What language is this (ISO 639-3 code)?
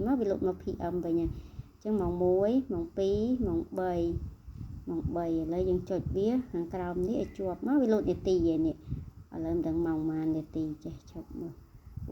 khm